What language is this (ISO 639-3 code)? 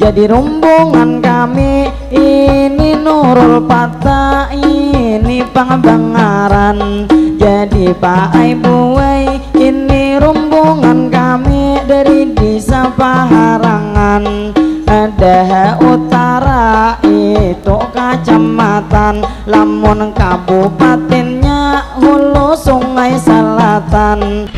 bjn